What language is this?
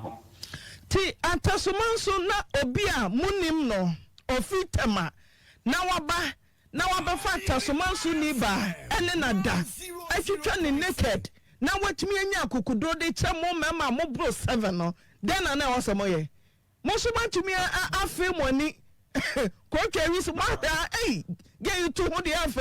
Akan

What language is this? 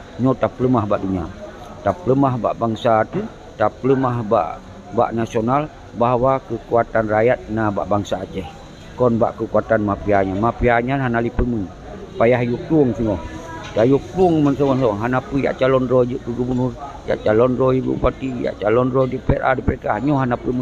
Achinese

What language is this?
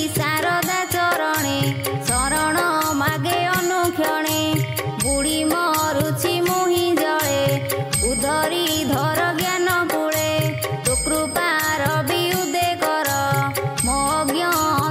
Odia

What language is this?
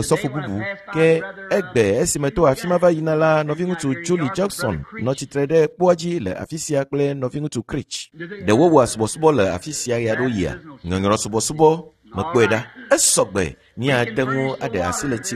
Ewe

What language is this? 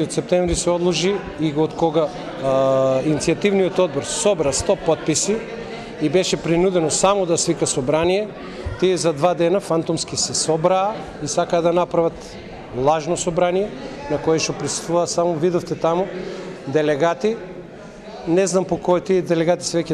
Macedonian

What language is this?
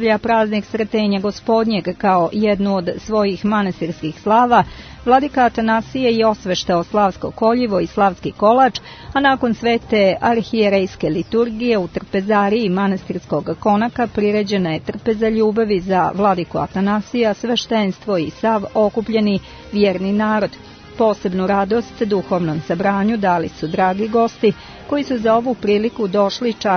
Serbian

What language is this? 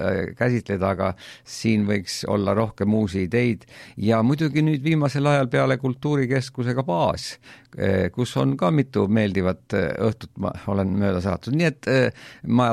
Estonian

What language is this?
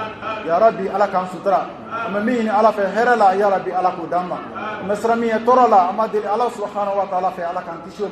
Bambara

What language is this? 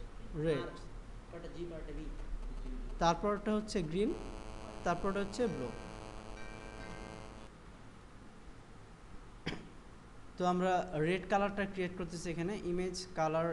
Bangla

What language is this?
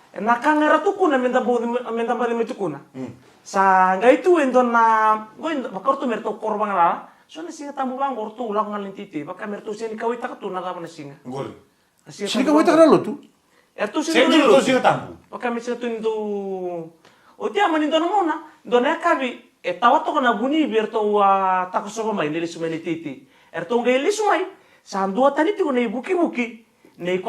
Fijian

